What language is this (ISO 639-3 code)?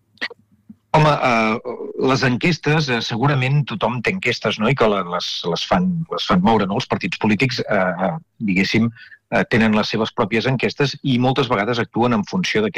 cat